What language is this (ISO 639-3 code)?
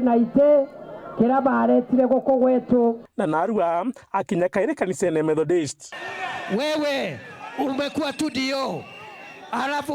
mer